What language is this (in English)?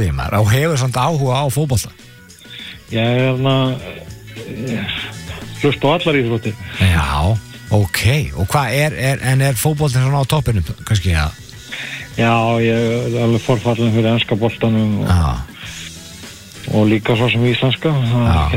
Icelandic